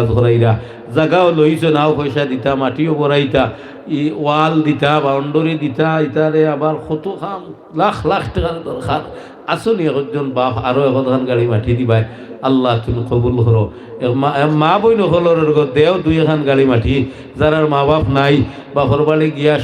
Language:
Sylheti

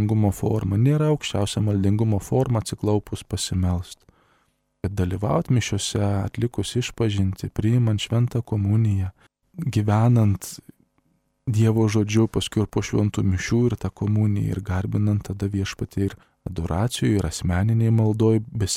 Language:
Lithuanian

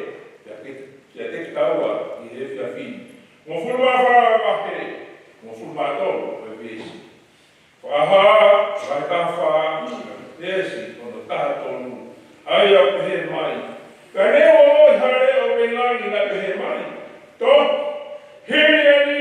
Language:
Tongan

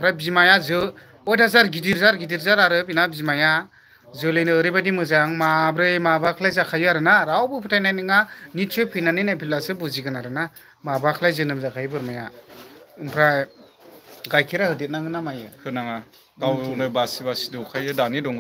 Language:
Bodo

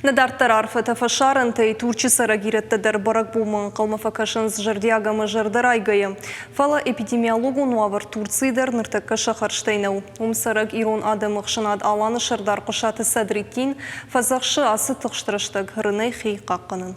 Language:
Ossetic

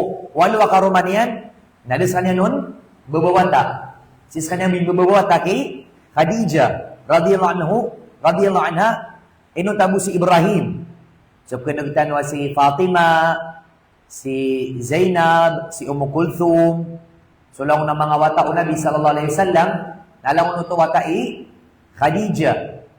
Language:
Maranao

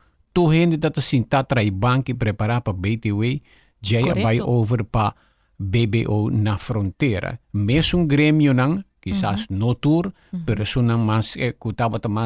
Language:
Papiamento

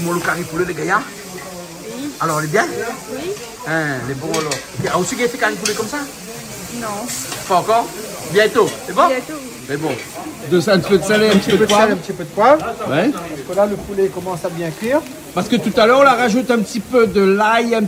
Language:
Réunion Creole French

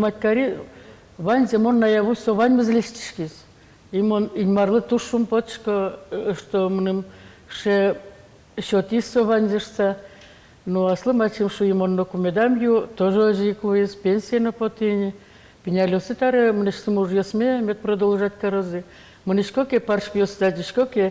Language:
Udmurt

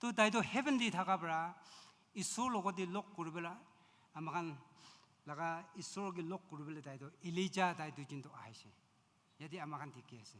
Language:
Naga Pidgin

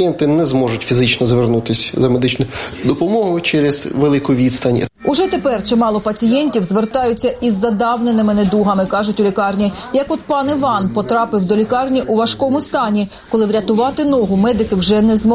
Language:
Ukrainian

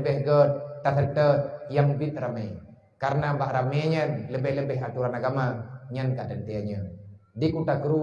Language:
Achinese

